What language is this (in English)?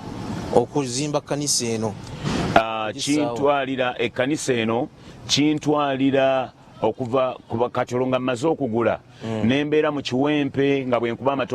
Ganda